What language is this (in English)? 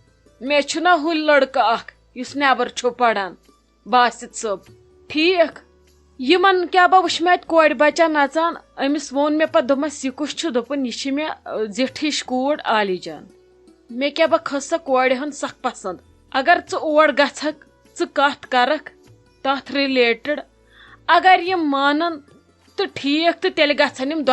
Kashmiri